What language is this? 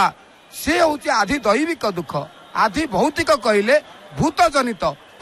Odia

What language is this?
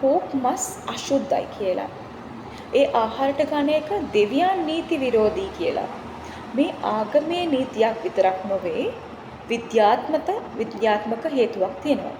Sinhala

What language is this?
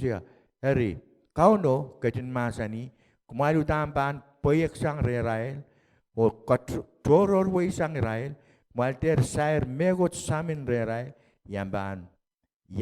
Pohnpeian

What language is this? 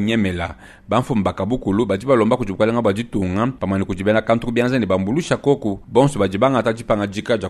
Luba-Lulua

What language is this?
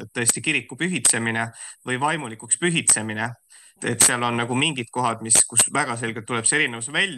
Estonian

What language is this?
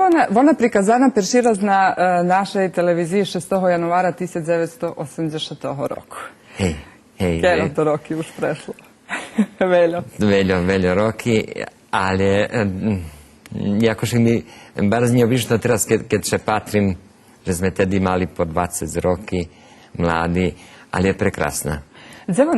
Rusyn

